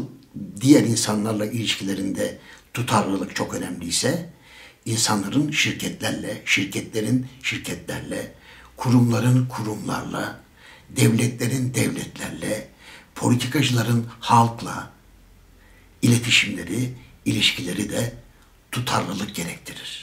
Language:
Turkish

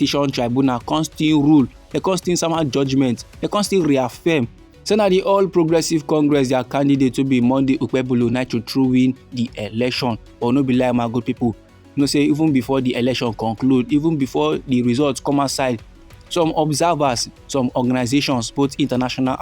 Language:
Nigerian Pidgin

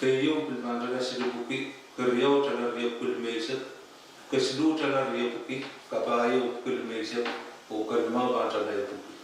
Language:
Pohnpeian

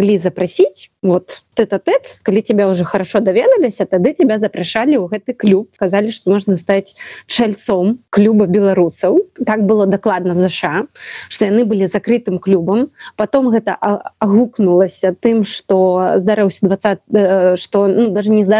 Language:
Belarusian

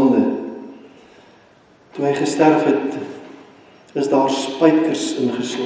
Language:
Afrikaans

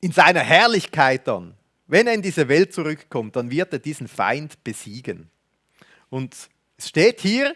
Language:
Swiss German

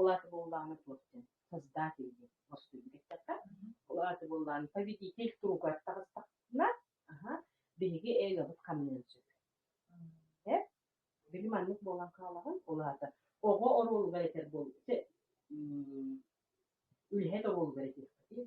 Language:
Yakut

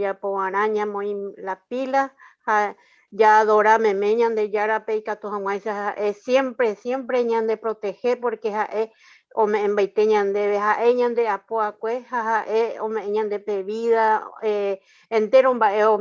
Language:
Guarani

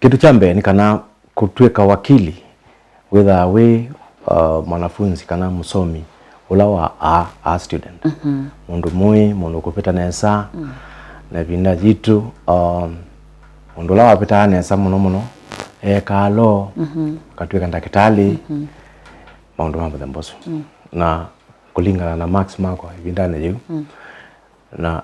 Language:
Kamba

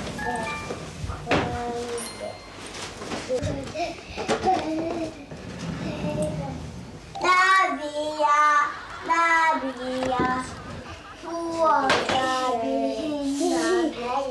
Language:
Korean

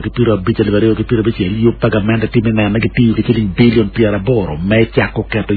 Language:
Acoli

